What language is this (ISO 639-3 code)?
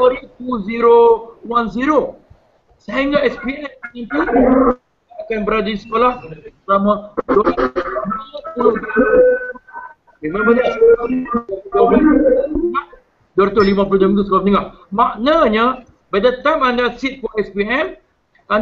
msa